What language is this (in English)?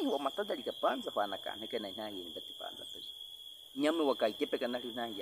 Baniwa